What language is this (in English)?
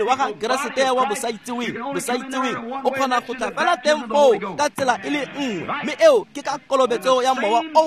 Tswana